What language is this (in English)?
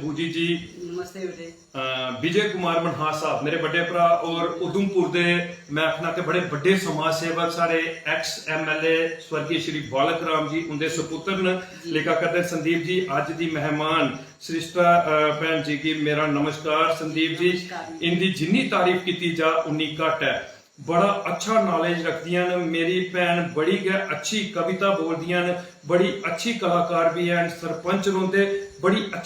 Dogri